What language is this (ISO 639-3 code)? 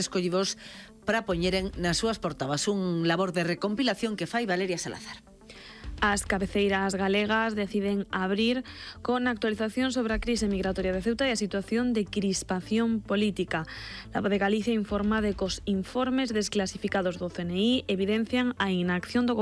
glg